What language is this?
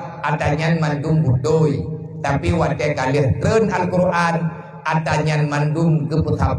Achinese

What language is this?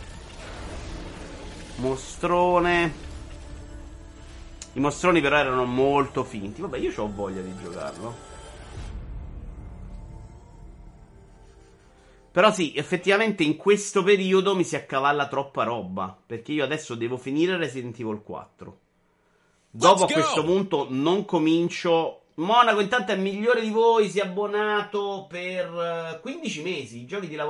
Italian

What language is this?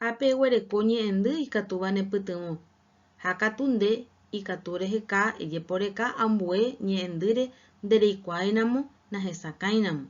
Guarani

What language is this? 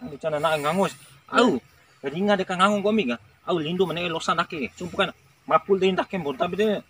Bima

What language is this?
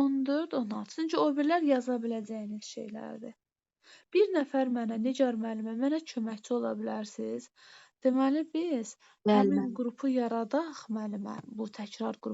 Azerbaijani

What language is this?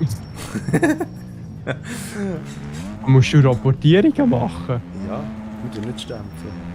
Swiss German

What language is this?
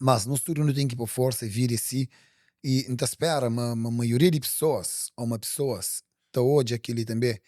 Kabuverdianu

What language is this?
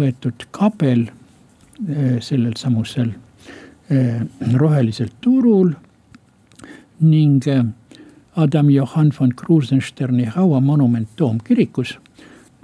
Estonian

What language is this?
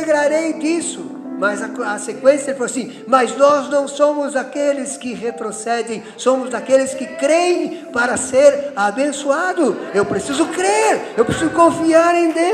Portuguese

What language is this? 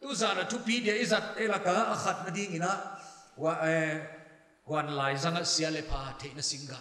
Paite Chin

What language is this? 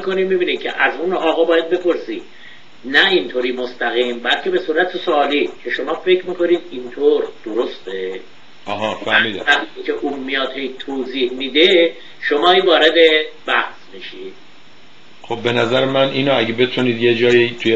Persian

